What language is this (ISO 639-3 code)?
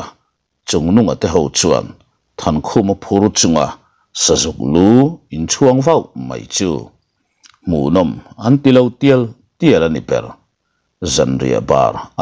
lus